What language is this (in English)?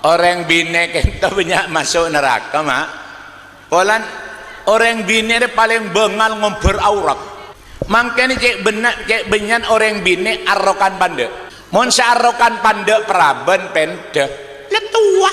Madurese